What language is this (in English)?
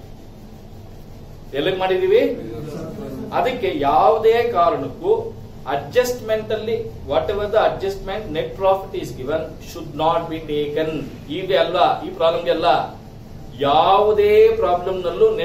Kannada